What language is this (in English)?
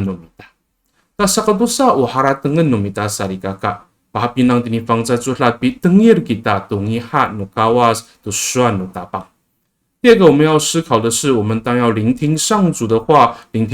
Amis